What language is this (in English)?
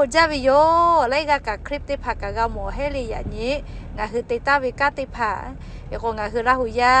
Lahu